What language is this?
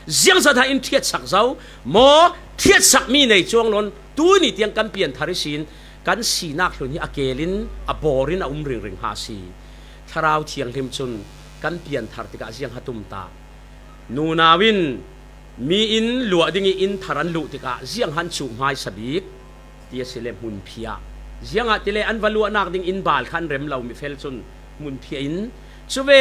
Falam Chin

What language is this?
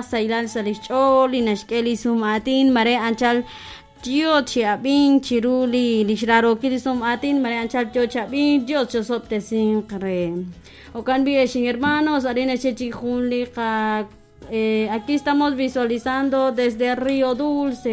Kekchí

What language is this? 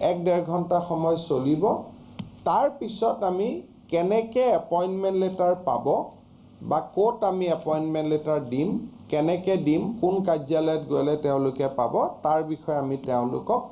Assamese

